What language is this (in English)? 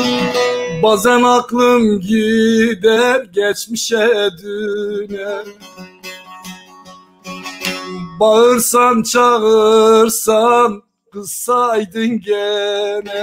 Turkish